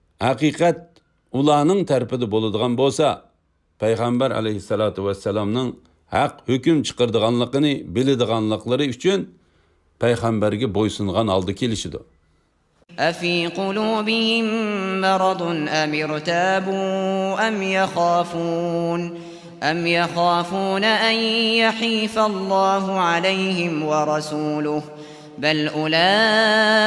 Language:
Uyghur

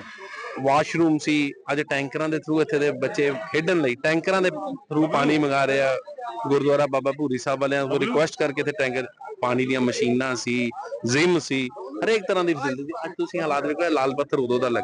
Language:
Punjabi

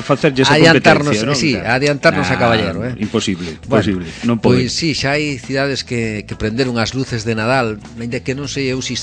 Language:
Galician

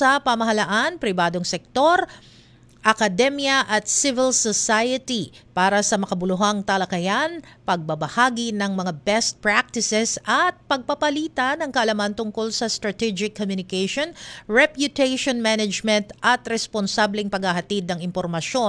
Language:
Filipino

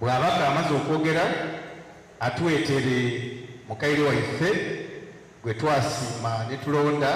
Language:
Soga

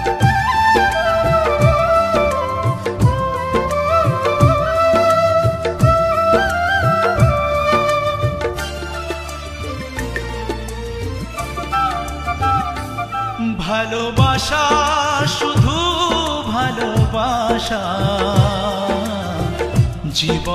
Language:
Bangla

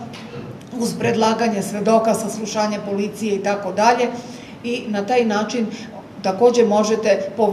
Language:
Serbian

